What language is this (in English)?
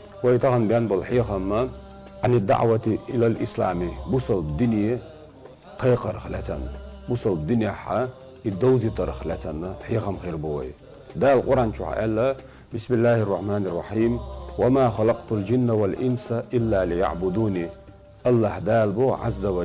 Chechen